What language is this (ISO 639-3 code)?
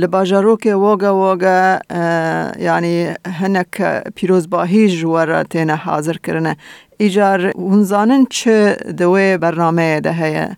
kur